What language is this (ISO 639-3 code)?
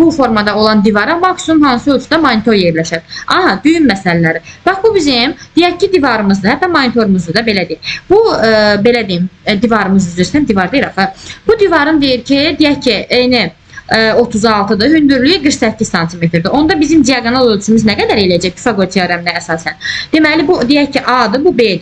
aze